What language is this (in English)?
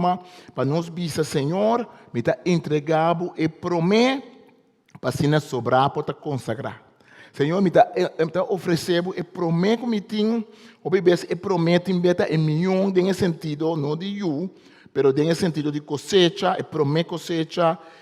Papiamento